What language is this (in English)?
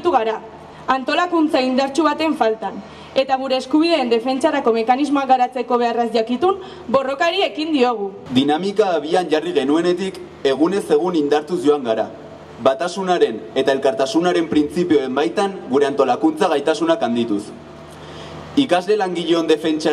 Basque